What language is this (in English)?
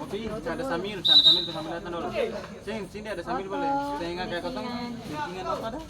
Ambonese Malay